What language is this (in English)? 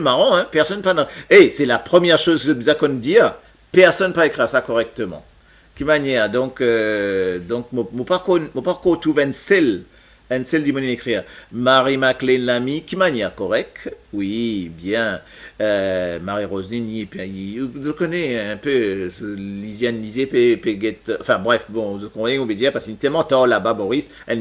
Morisyen